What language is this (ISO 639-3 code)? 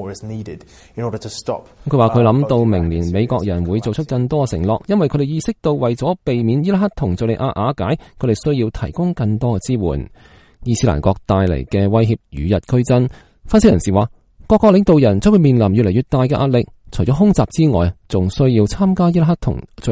yue